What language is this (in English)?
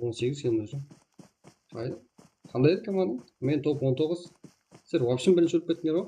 Kara-Kalpak